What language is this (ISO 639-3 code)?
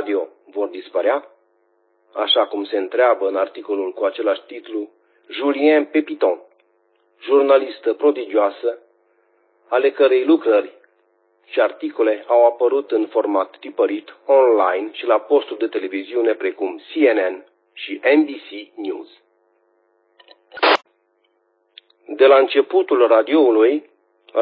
ron